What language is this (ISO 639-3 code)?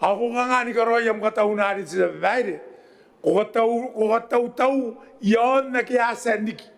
gil